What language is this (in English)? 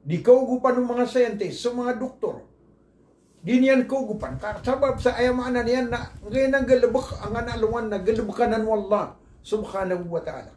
Maranao